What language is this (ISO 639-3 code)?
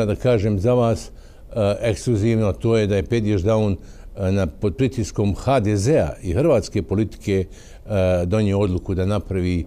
bos